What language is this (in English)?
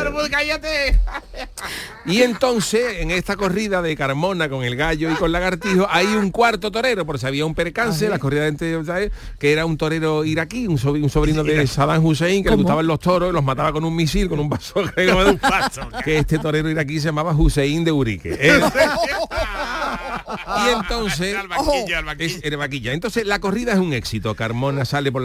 Spanish